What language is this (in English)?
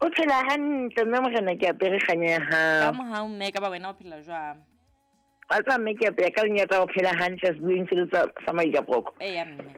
Southern Sotho